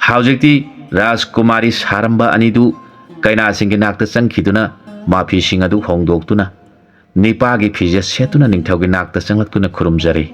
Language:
Manipuri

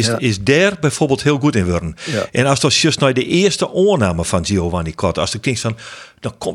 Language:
Western Frisian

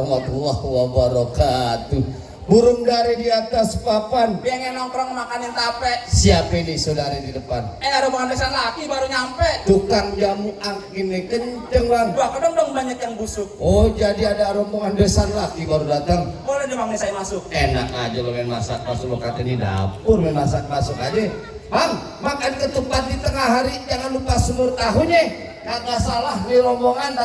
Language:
Betawi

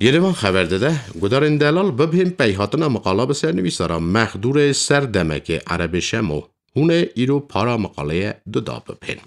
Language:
Kurdish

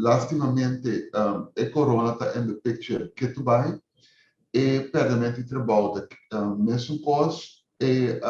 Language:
Papiamento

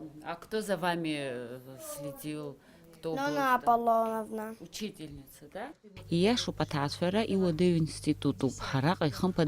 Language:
Abkhazian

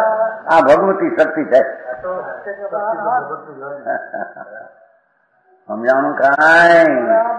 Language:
Gujarati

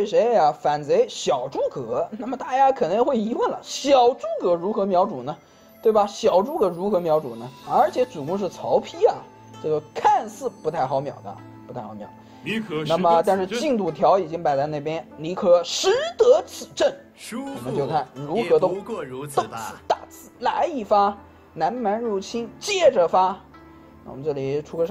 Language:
Chinese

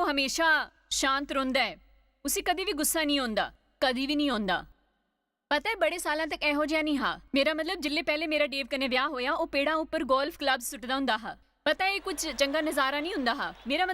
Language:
Dogri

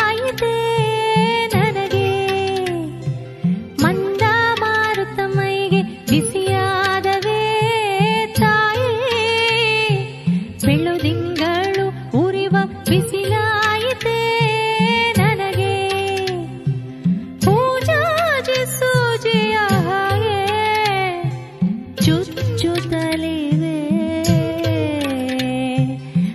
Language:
Kannada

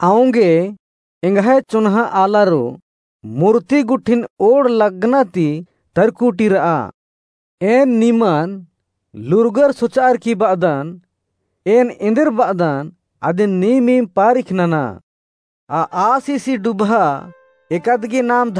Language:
Kurukh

